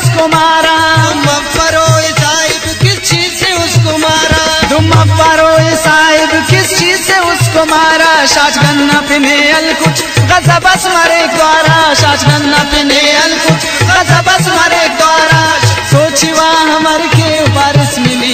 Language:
Brahui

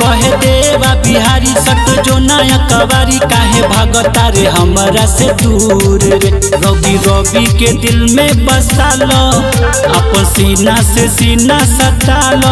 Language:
Bhojpuri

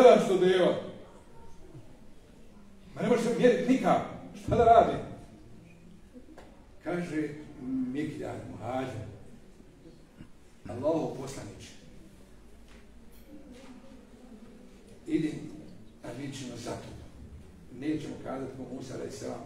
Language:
Bosnian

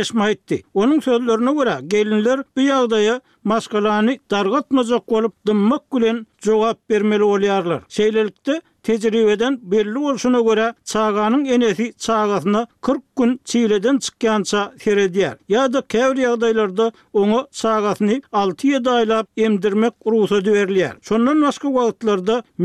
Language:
Turkmen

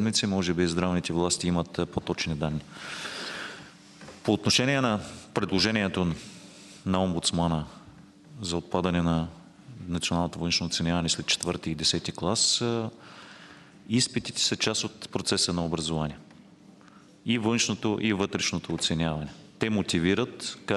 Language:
Bulgarian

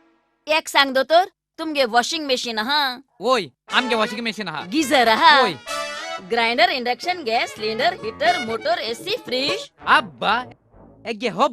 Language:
Konkani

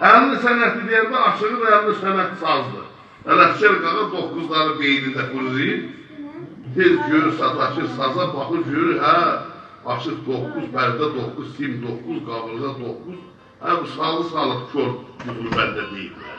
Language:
South Azerbaijani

